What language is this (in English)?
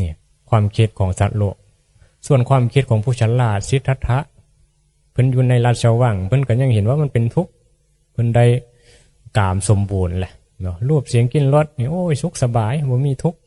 Northeastern Thai